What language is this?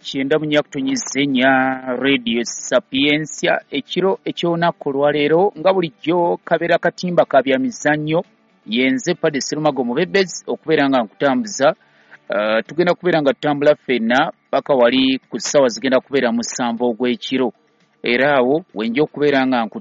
Ganda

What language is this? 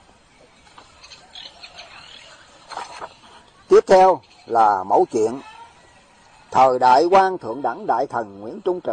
Vietnamese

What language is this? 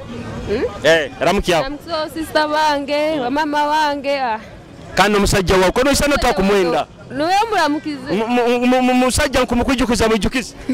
Nyoro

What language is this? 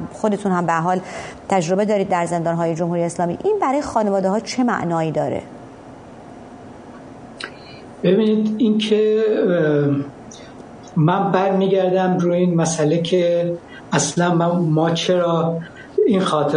Persian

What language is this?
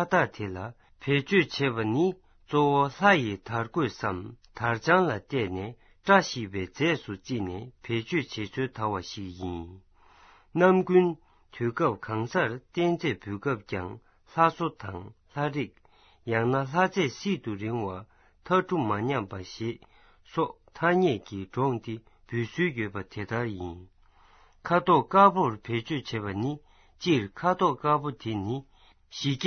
Tibetan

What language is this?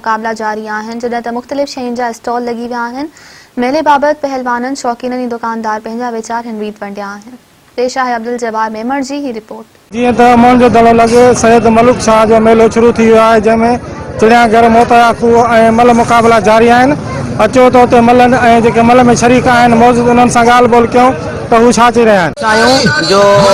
Sindhi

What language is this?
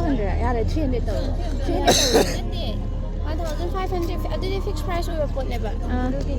Manipuri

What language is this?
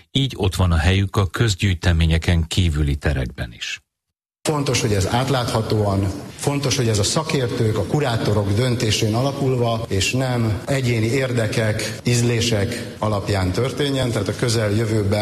Hungarian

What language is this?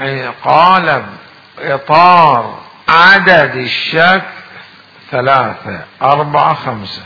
Mesopotamian Arabic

